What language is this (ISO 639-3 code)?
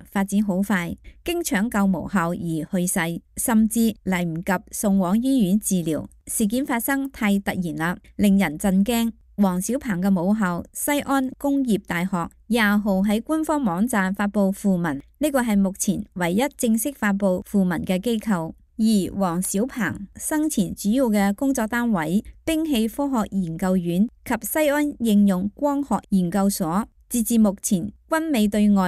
yue